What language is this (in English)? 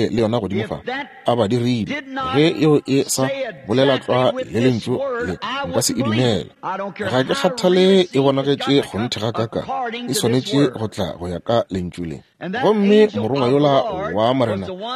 Northern Sotho